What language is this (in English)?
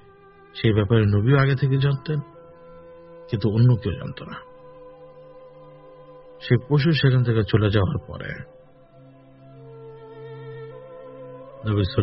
Bangla